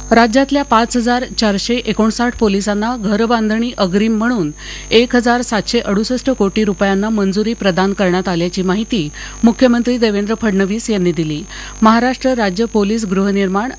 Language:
Marathi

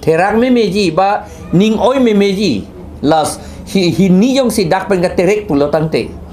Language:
Karbi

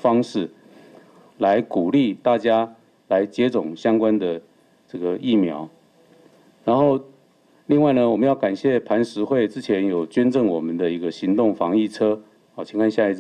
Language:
Chinese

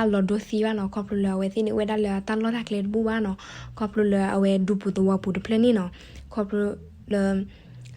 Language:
S'gaw Karen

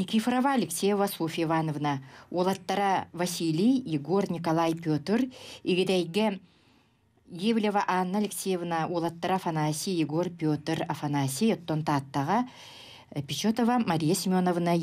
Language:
Yakut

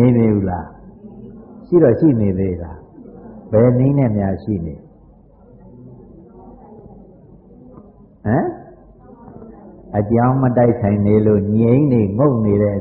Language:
Burmese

